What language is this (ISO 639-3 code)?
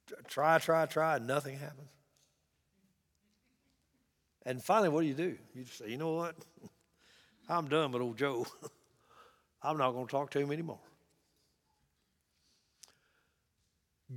eng